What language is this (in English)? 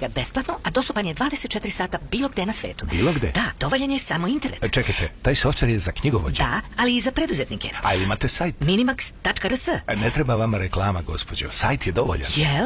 Serbian